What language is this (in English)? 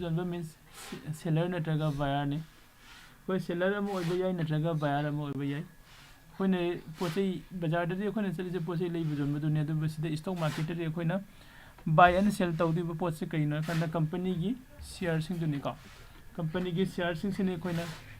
Manipuri